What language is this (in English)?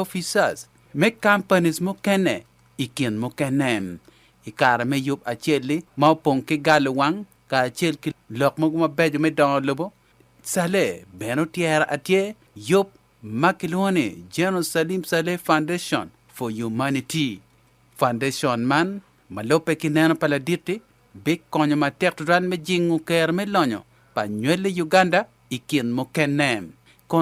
Acoli